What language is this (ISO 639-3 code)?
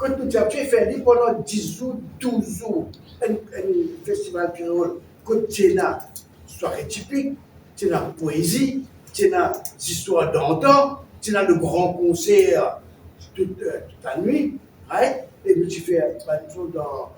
mfe